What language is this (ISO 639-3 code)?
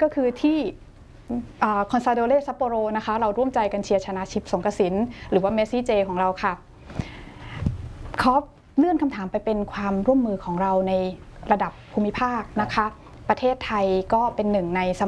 tha